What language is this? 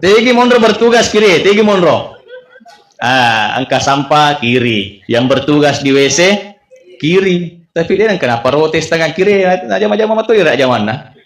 Buginese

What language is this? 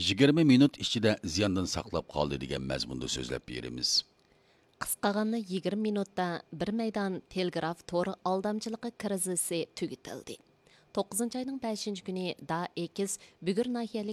Uyghur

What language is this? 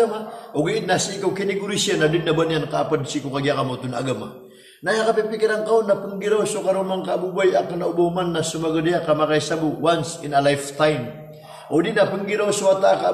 Maranao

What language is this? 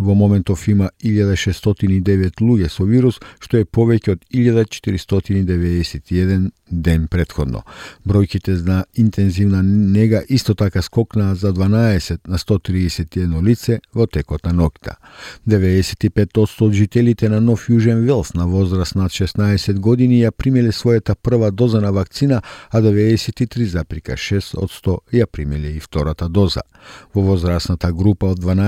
Macedonian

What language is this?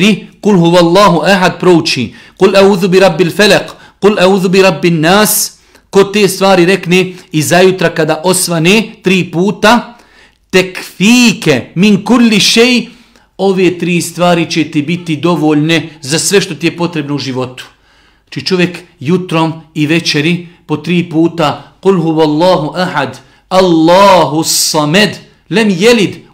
Bosnian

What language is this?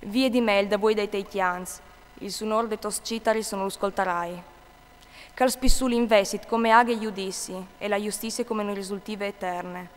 Friulian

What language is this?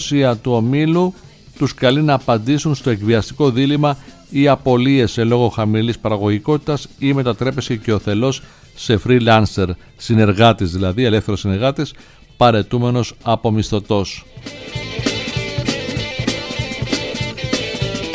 Greek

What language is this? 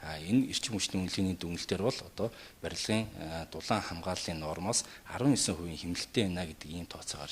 Mongolian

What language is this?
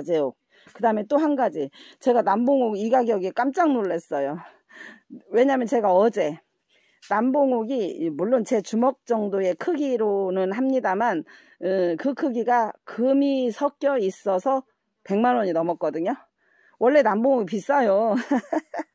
Korean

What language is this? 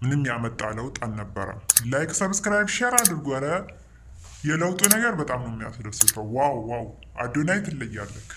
Amharic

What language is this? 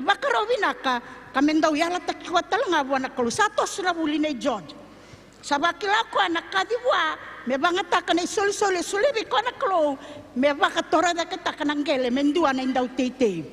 Fijian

